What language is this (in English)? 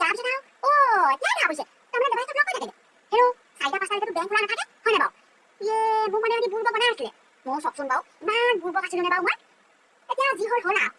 Assamese